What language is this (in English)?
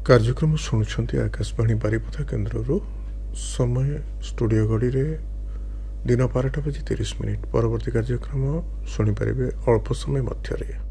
Odia